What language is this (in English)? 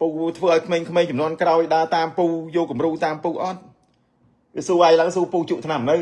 Khmer